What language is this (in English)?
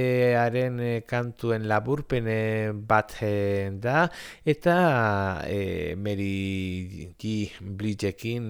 Basque